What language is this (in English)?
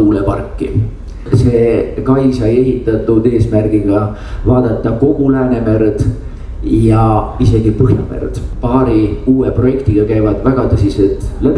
Estonian